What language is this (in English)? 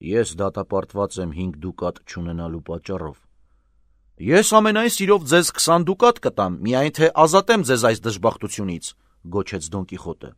Armenian